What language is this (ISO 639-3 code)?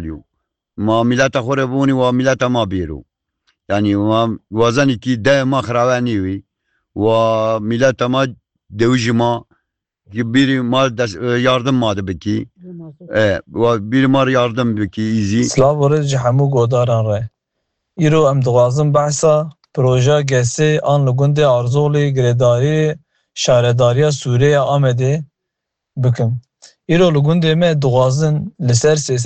kur